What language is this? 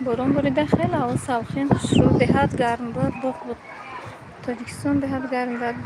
Tajik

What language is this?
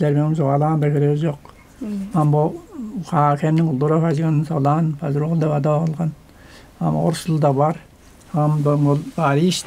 Tuvinian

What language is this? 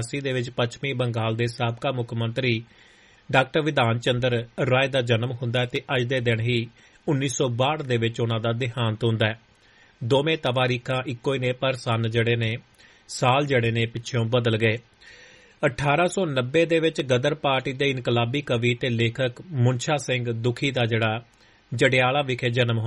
Punjabi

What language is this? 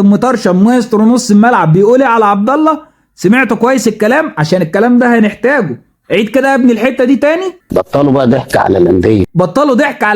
Egyptian Arabic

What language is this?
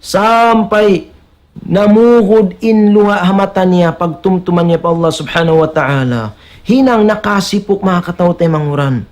Tausug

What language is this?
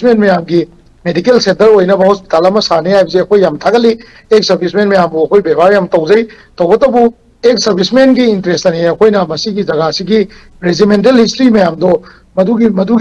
Manipuri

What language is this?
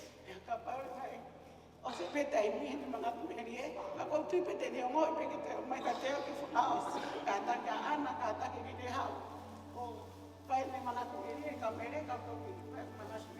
Tongan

